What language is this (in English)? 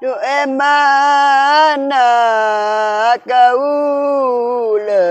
Madurese